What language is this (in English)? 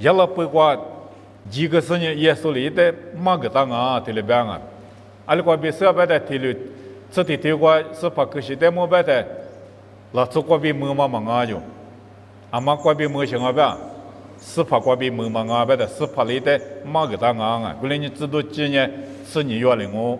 Lisu